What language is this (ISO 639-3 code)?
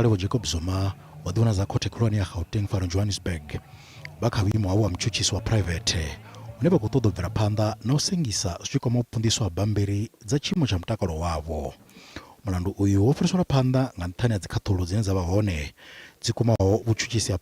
ven